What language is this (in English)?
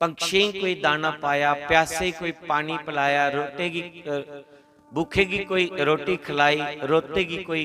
Dogri